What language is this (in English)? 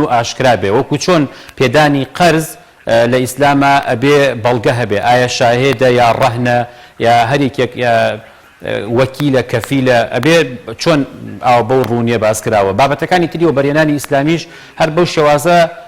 Central Kurdish